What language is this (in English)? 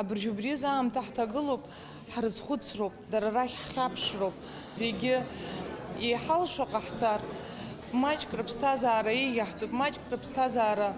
Abkhazian